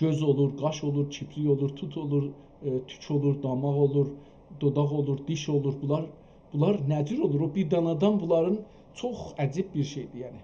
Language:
South Azerbaijani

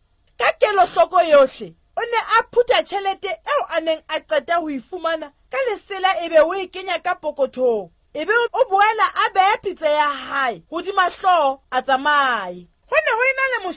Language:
Southern Sotho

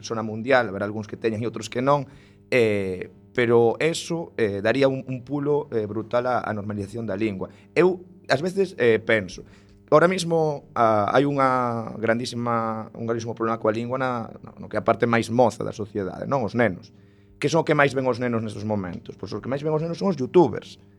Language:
Galician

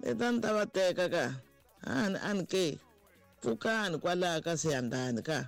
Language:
Tsonga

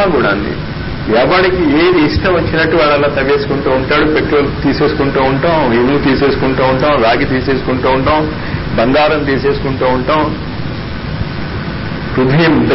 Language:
Telugu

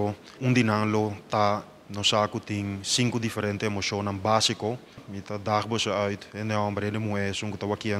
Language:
Papiamento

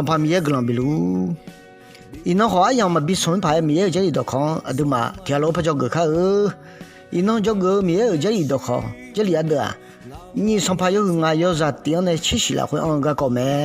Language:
Akha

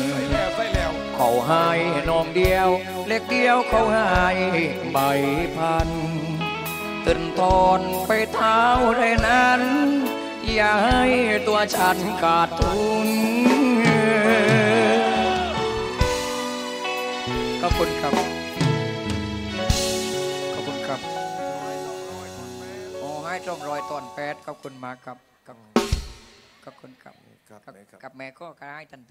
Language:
Thai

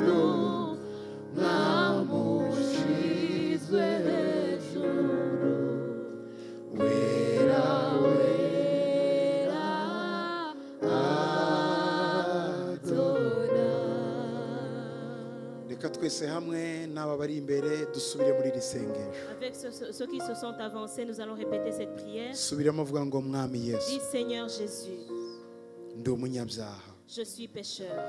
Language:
Kinyarwanda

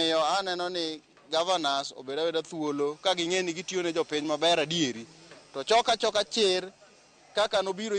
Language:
Luo (Kenya and Tanzania)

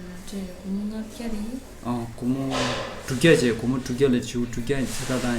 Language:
Tibetan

